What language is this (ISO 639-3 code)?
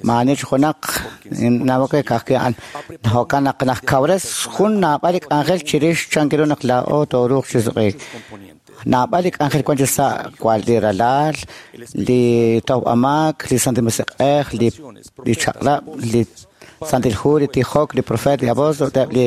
kek